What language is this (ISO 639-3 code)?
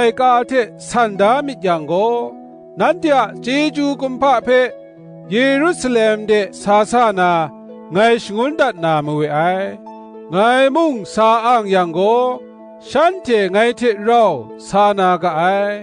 kac